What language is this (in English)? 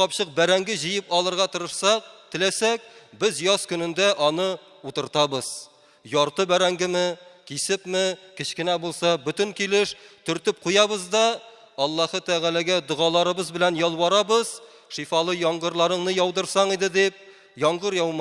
Tatar